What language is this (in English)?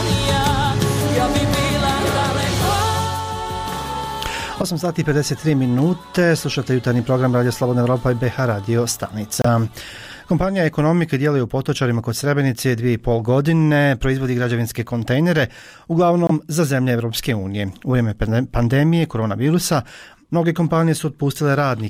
Bosnian